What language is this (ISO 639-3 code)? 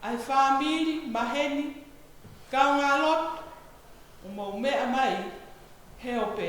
ton